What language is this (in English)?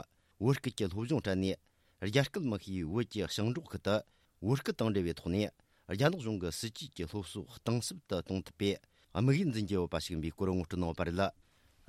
Tibetan